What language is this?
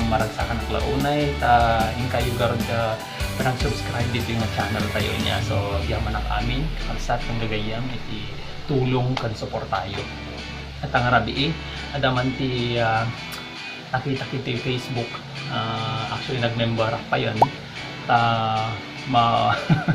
Iloko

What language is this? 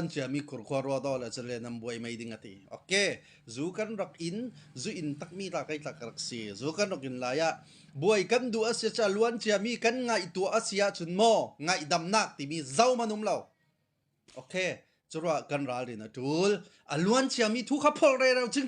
Hakha Chin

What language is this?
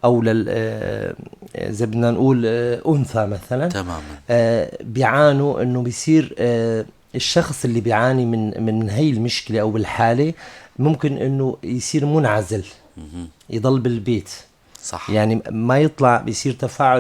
North Levantine Arabic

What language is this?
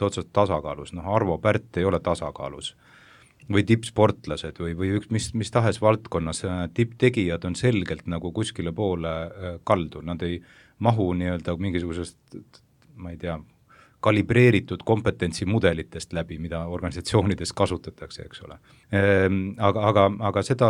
Estonian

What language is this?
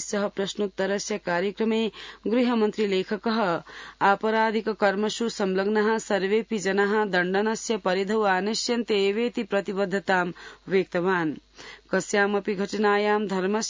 Sanskrit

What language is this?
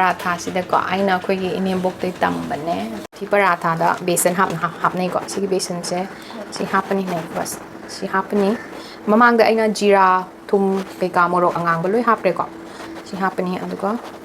Manipuri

